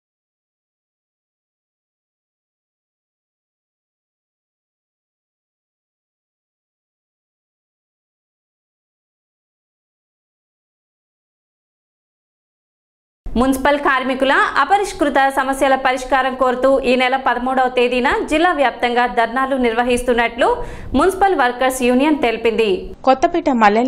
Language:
Telugu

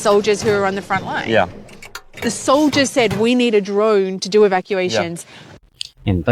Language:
Tedim Chin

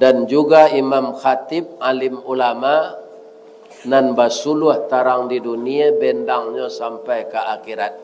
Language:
Minangkabau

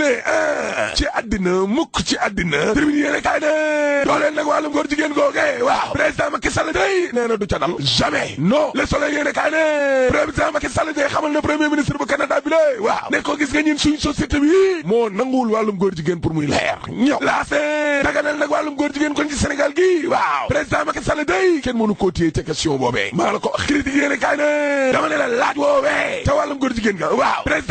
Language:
Wolof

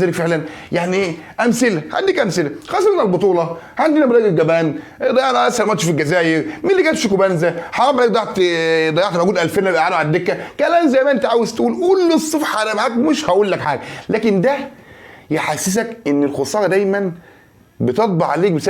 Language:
Egyptian Arabic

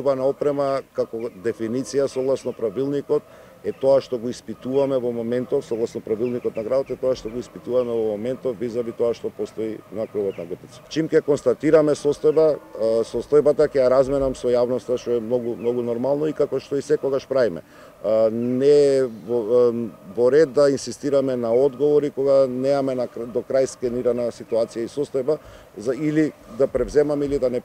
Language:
Macedonian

